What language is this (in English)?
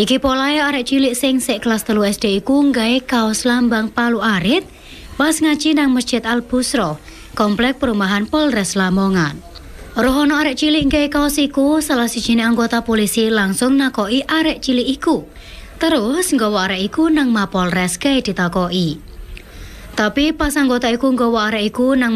Javanese